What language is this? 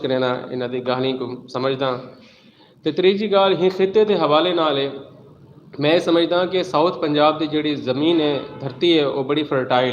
Saraiki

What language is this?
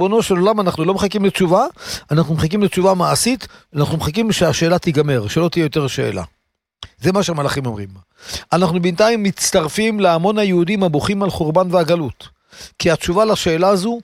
Hebrew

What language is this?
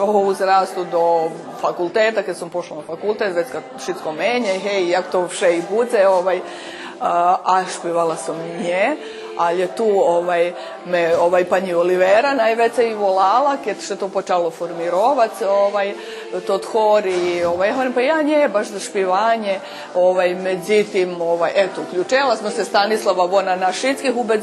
Rusyn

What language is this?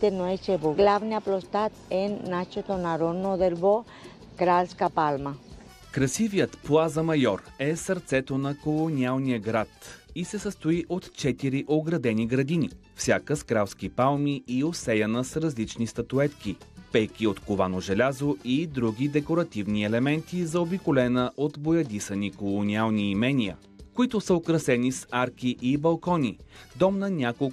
Bulgarian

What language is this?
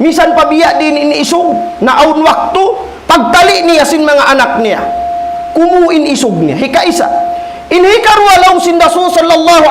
Tausug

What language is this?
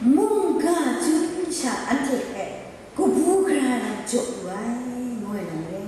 Kachin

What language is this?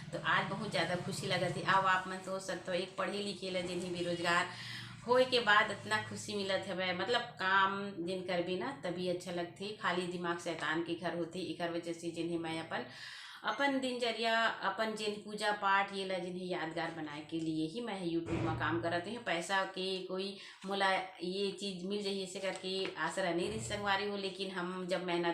Chhattisgarhi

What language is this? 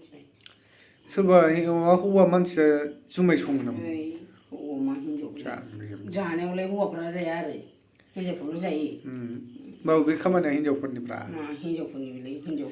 Bodo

